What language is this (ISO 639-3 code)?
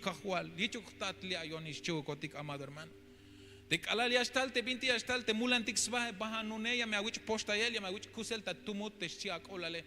tzh